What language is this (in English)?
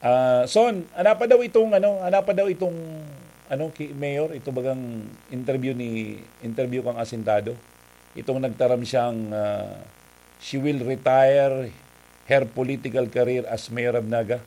Bikol